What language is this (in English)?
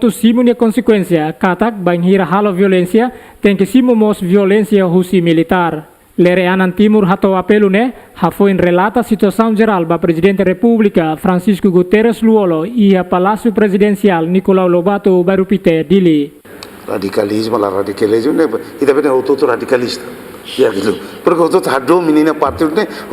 Tetum